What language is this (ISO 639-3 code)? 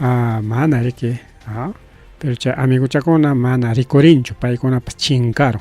quy